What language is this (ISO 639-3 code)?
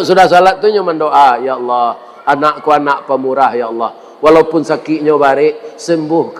min